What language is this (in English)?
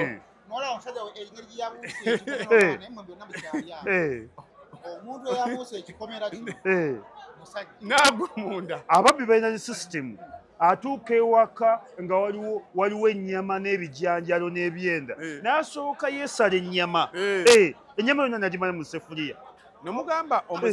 Ganda